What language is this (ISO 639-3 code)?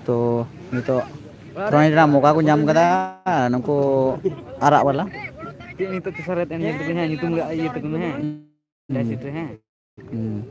sat